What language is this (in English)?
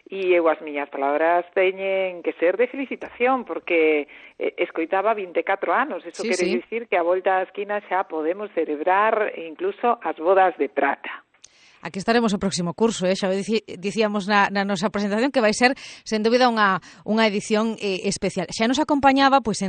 Galician